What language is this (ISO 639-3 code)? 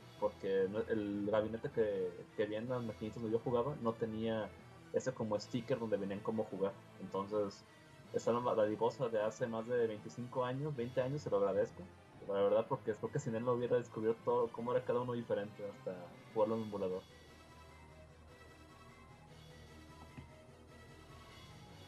spa